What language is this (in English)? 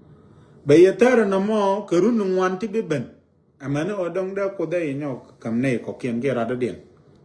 Nuer